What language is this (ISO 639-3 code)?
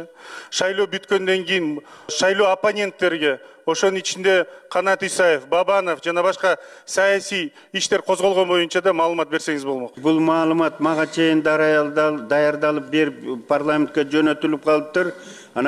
kir